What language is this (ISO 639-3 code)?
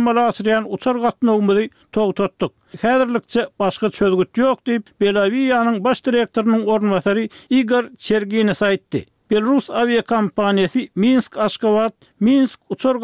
tuk